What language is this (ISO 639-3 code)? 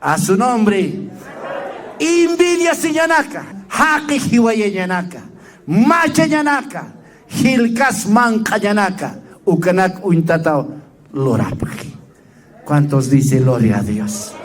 aym